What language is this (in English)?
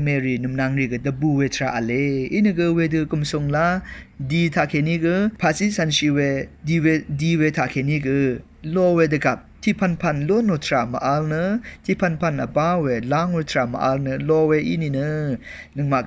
Rawang